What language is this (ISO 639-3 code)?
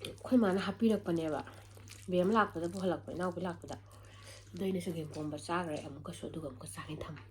mni